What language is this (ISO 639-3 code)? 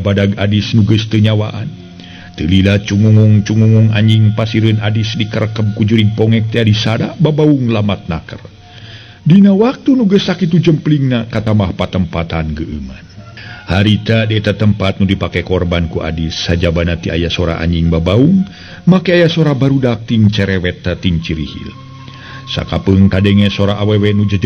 sun